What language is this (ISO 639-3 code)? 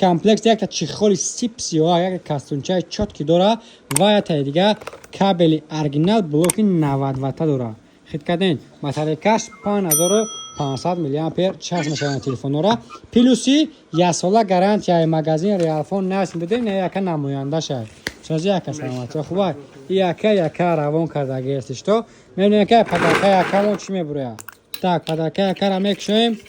tgk